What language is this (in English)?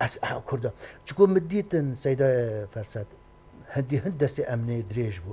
Kurdish